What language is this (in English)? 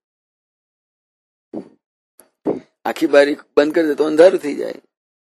Gujarati